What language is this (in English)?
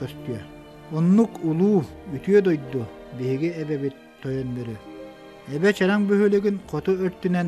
Yakut